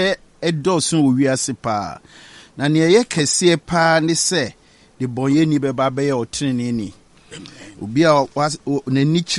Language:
Akan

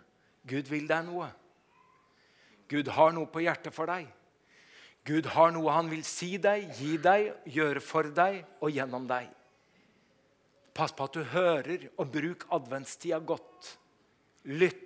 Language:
Norwegian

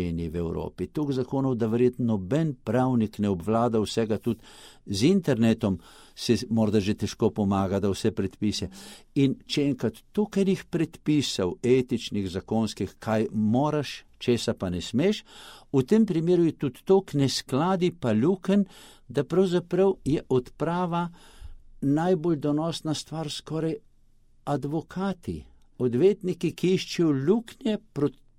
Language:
Slovenian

